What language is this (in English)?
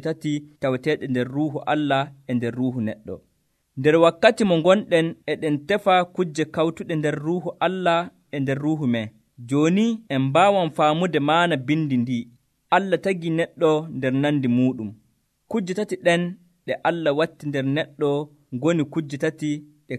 Nigerian Fulfulde